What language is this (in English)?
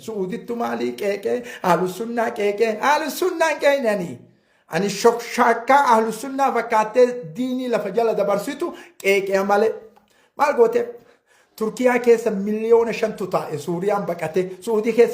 Oromo